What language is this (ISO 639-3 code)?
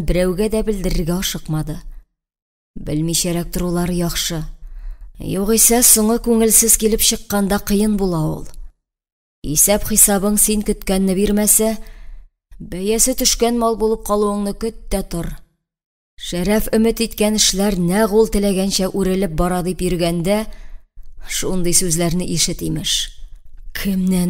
tat